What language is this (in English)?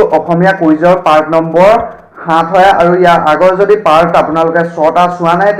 Assamese